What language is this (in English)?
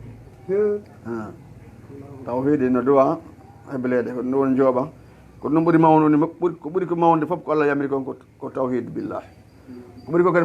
Fula